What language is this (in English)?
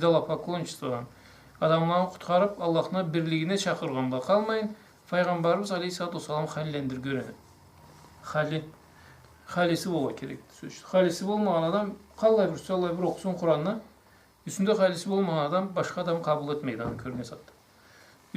Karachay-Balkar